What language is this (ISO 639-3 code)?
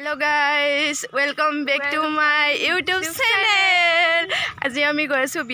asm